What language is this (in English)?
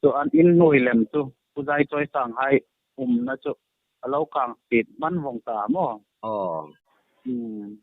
Hmar